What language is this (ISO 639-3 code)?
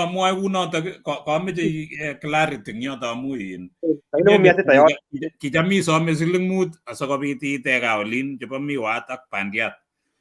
kln